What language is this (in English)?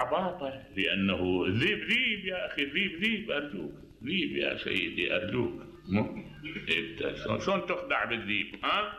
Mesopotamian Arabic